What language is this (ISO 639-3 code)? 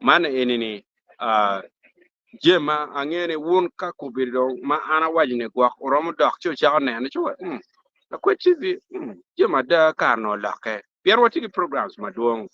ach